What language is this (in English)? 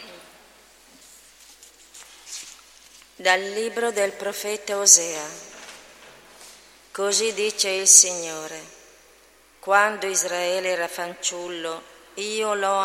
Italian